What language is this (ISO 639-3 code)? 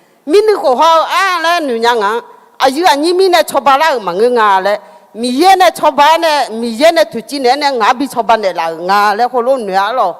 ahk